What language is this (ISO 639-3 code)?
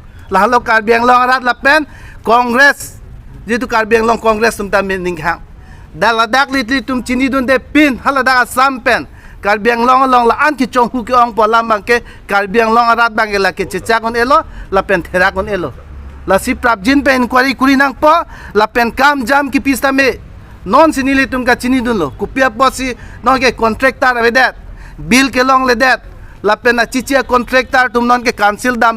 mjw